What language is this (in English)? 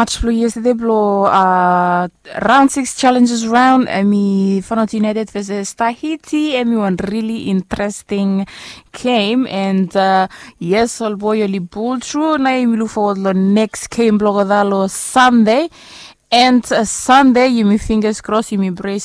Bislama